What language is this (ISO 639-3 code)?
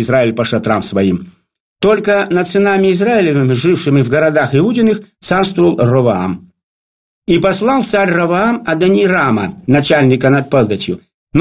rus